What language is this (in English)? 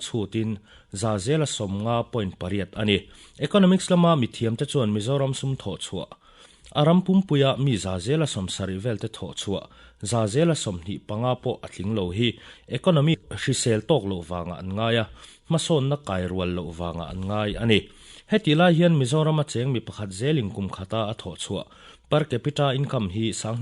Mizo